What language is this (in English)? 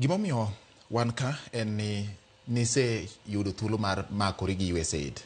Luo (Kenya and Tanzania)